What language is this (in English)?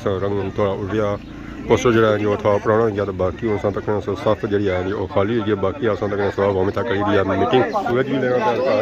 Pahari-Potwari